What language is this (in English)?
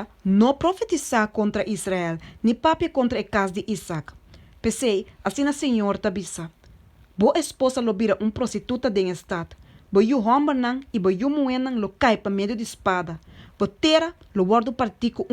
Papiamento